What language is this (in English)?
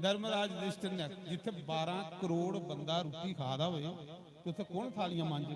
Dogri